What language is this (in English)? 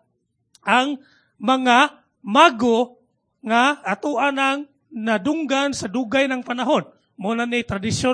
Cebuano